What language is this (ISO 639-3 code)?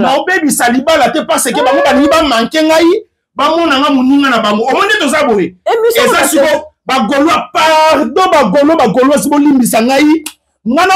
lin